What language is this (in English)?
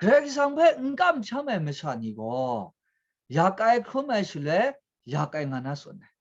Kachin